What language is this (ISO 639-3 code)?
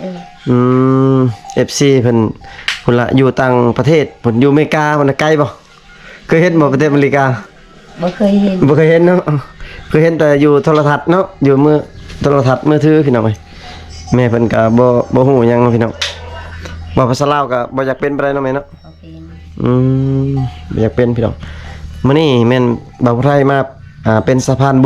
lao